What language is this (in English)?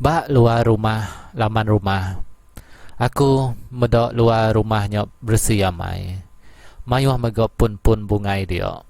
Iban